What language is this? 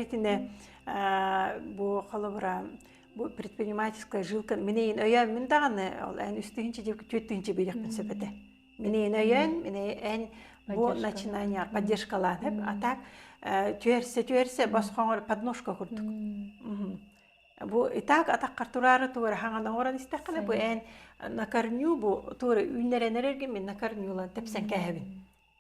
Yakut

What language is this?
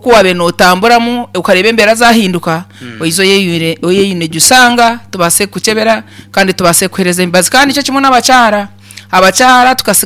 Nyankole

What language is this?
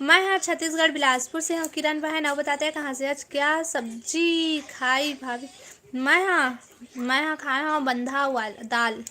Chhattisgarhi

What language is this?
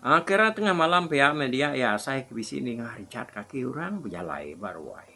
Iban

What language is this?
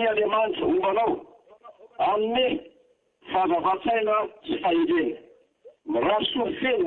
Malagasy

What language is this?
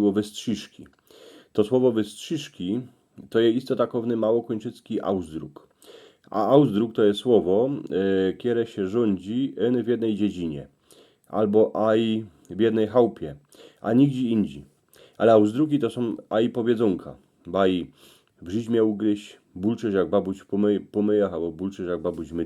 Silesian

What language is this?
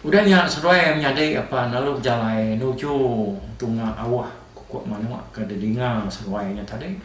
Iban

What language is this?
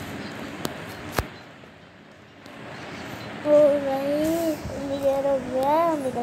Hindi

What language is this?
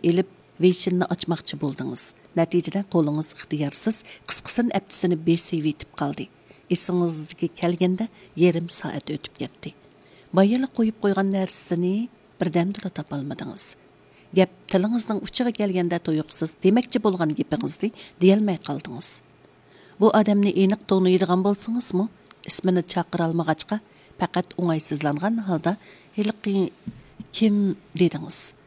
Uyghur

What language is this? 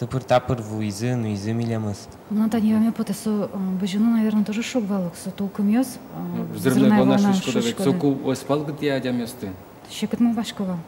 Udmurt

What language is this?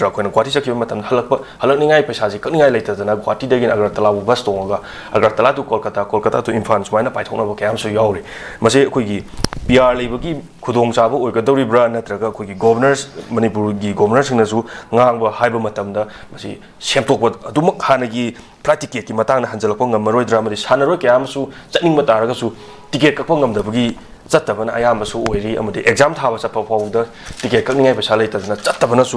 Manipuri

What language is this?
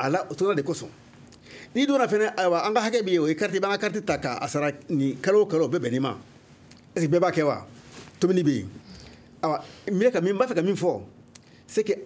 Bambara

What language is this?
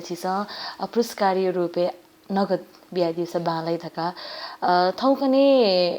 Newari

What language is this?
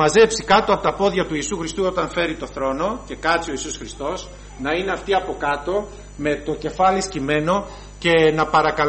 Greek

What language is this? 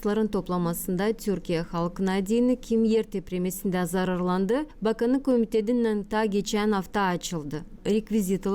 Gagauz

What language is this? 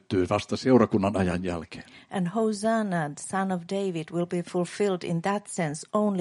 Finnish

